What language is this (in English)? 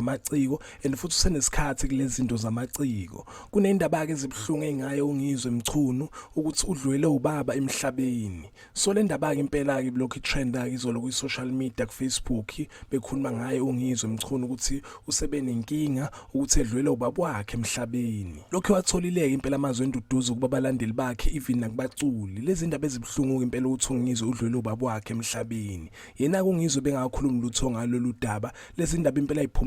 Zulu